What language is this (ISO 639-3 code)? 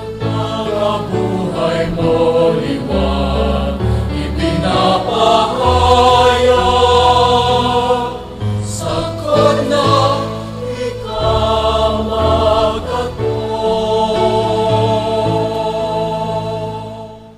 bik